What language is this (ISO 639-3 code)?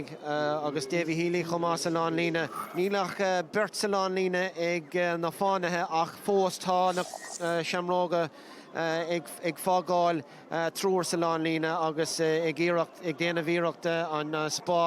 gle